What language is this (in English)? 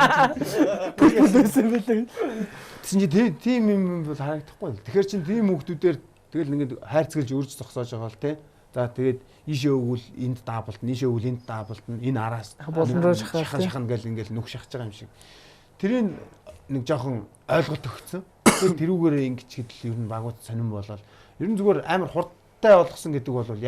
Mongolian